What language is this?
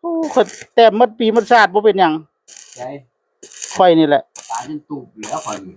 Northeastern Thai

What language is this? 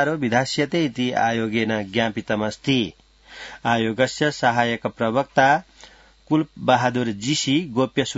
Sanskrit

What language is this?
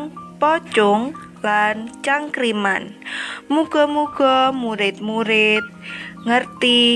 Javanese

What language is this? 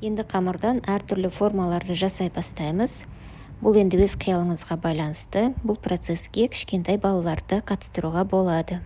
Kazakh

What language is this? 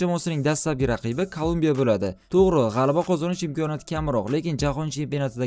Uzbek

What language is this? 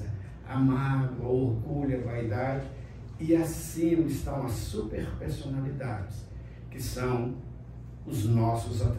Portuguese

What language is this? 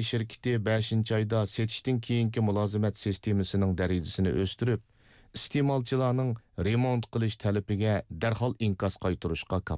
Uyghur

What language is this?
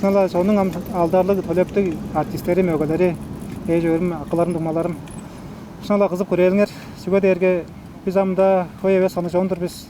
Tuvinian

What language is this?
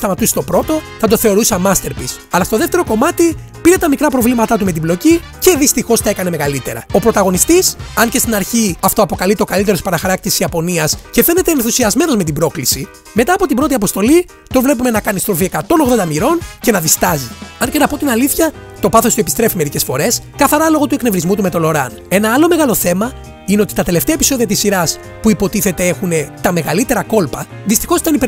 Greek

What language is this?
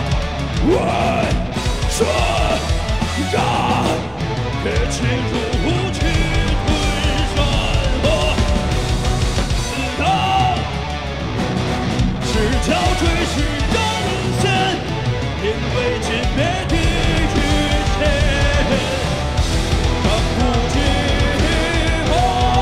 Chinese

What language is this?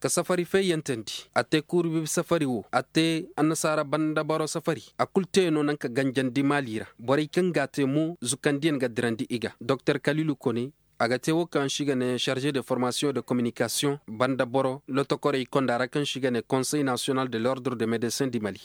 Koyraboro Senni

